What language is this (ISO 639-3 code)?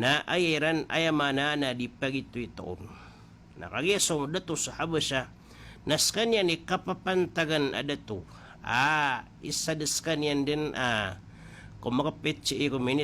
mrw